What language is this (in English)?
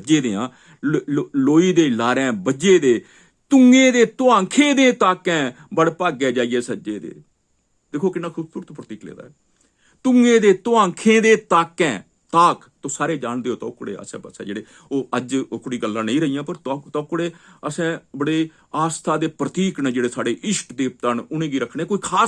Dogri